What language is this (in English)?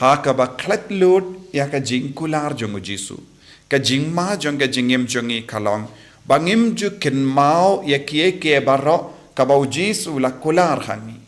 Khasi